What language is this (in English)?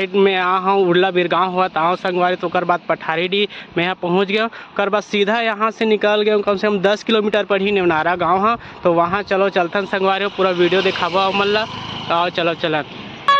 Chhattisgarhi